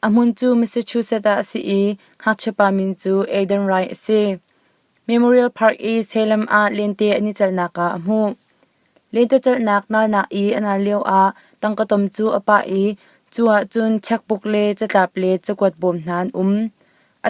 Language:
Hakha Chin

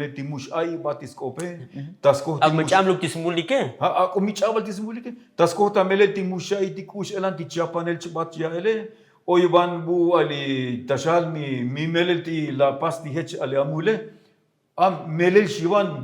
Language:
Tzotzil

